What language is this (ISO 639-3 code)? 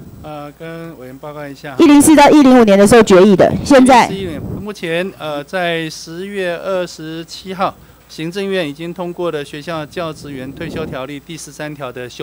zho